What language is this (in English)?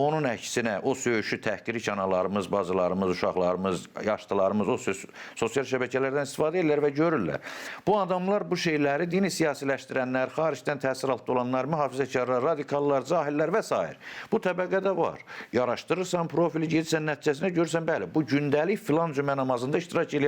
Azerbaijani